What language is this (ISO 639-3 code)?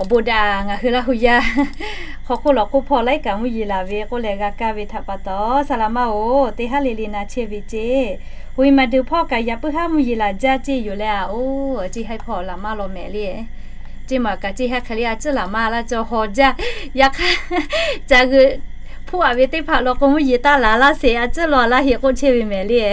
lhu